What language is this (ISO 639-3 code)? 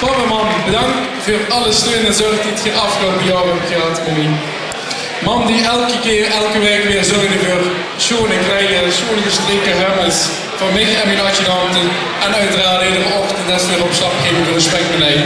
lim